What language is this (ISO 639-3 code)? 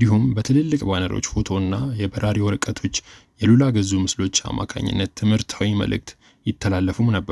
amh